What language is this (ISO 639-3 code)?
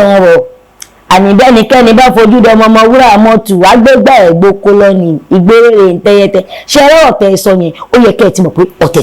yor